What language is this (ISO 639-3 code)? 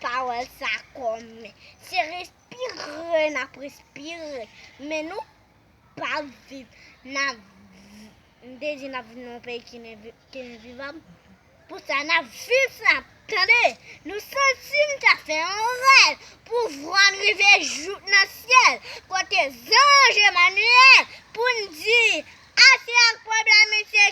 hat